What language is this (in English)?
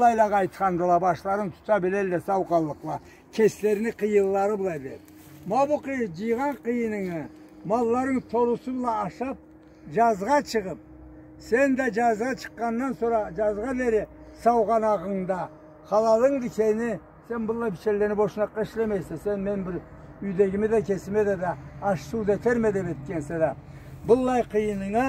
Karachay-Balkar